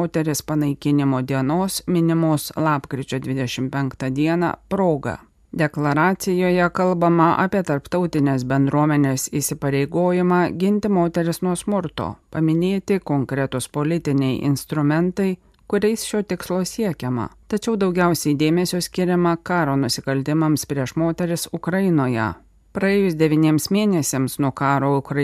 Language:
Lithuanian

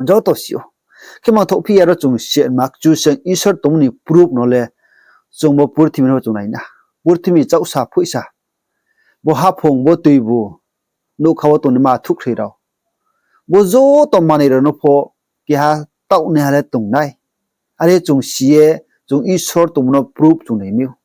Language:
Riang (India)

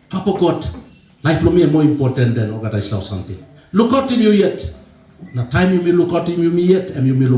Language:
Tok Pisin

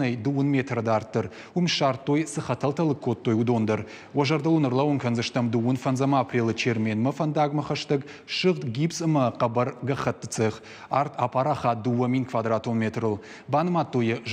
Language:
Ossetic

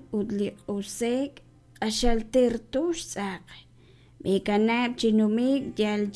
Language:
Kekchí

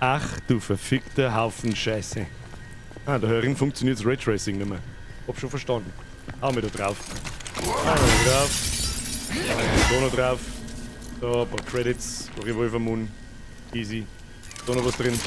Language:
Bavarian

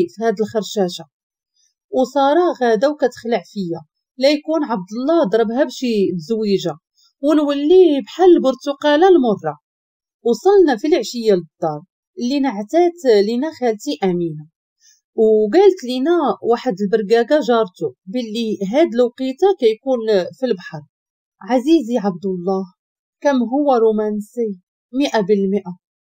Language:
Moroccan Arabic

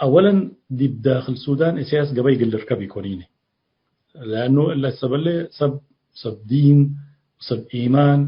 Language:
Tigre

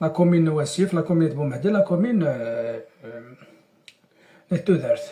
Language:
Kabyle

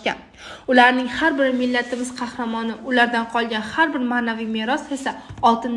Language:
Uzbek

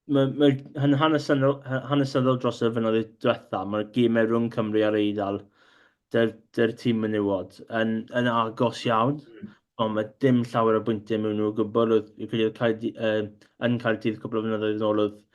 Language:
Welsh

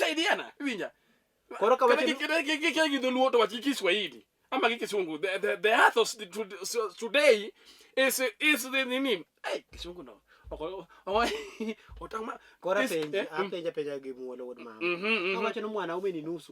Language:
Luo (Kenya and Tanzania)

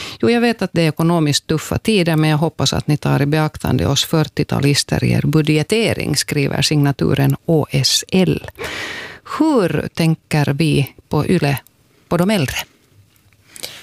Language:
Swedish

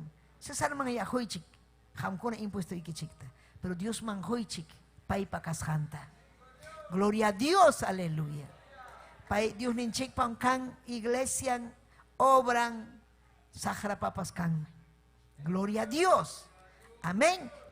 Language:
Ayacucho Quechua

